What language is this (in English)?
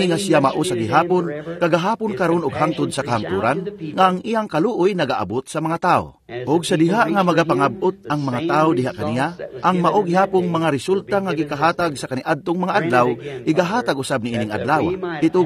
Cebuano